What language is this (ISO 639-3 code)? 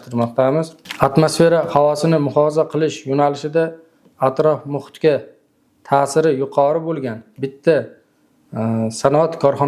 uzb